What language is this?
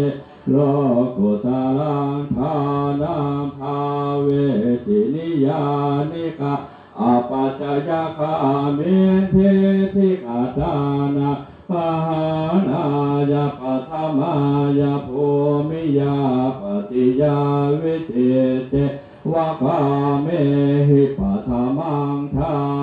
Pali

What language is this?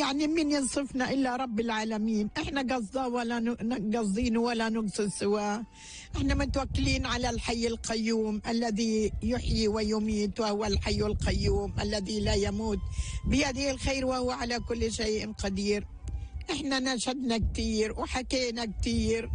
North Levantine Arabic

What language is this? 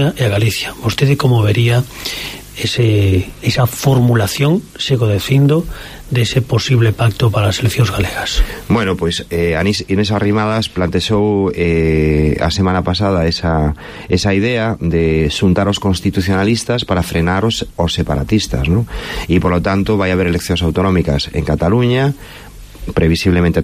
Galician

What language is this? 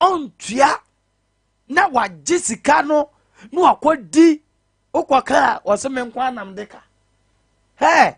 Akan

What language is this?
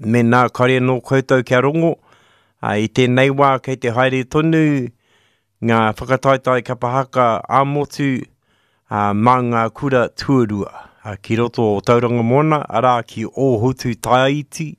Māori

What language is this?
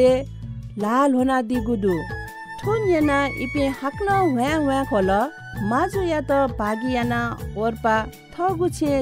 Newari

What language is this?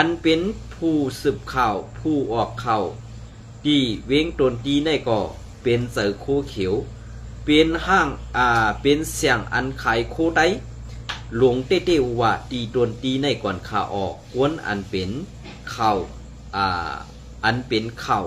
Shan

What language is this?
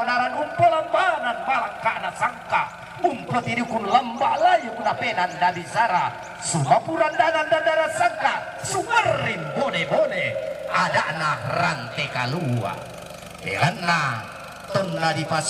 Toraja-Sa'dan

